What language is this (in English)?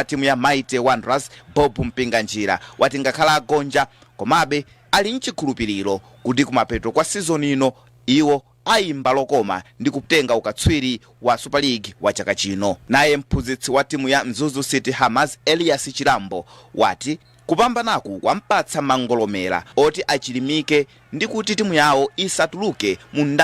Nyanja